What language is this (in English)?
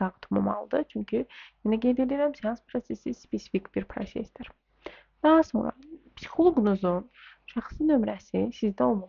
Azerbaijani